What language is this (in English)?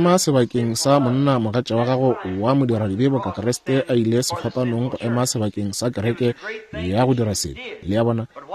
Northern Sotho